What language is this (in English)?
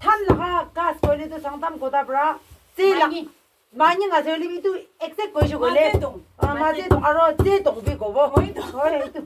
Naga Pidgin